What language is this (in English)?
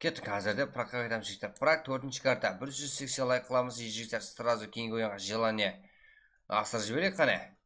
Kara-Kalpak